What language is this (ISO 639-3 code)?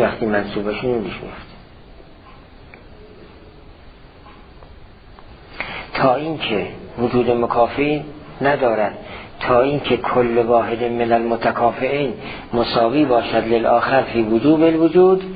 fas